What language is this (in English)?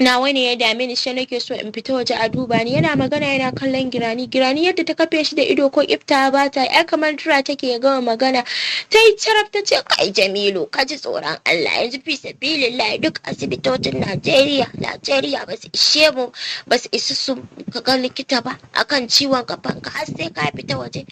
Hausa